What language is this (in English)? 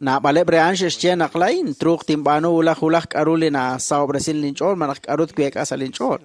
Kekchí